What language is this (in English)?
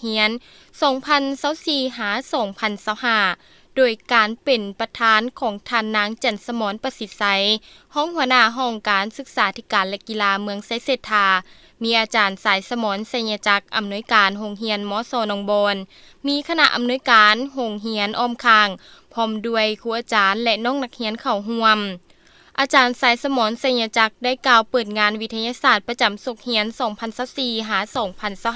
Lao